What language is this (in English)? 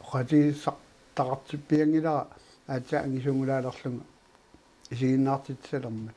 Kalaallisut